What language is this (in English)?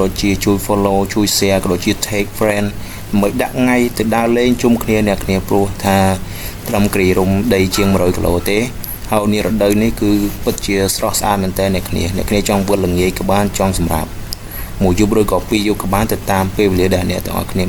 Khmer